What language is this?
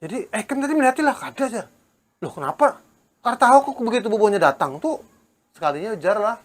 Banjar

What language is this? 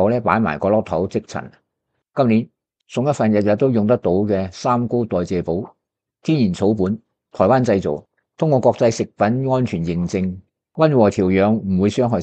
Cantonese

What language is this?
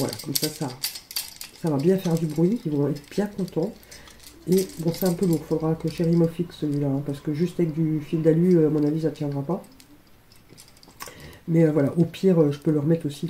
French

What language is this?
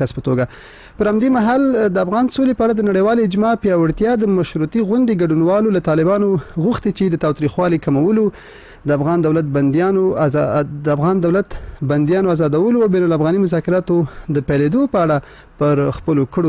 Pashto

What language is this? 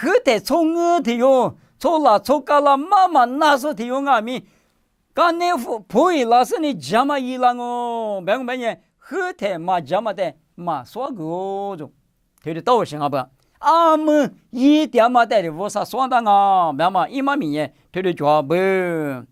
Lisu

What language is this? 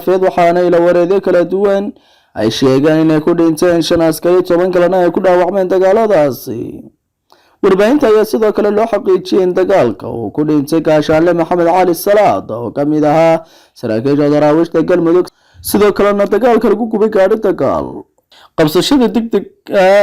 Somali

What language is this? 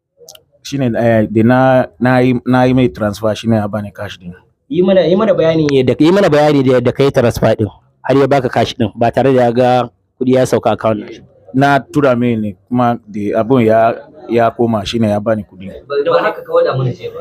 Hausa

